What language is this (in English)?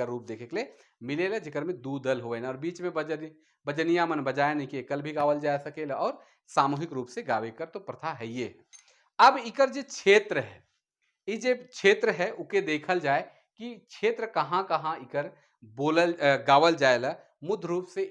Sadri